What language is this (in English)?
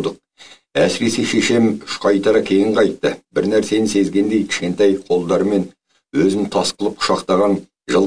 Kazakh